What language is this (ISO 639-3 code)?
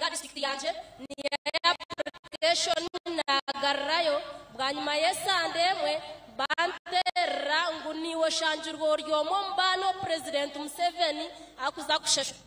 nyn